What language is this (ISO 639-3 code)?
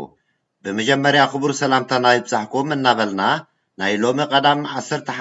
tir